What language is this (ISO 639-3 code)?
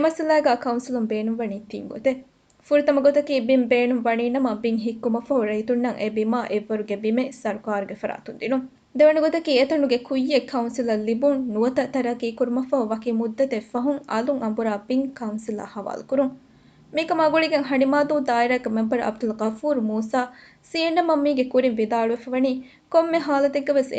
div